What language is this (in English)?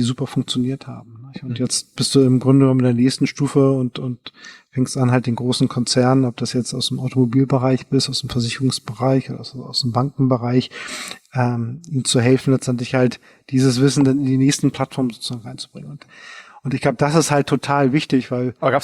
German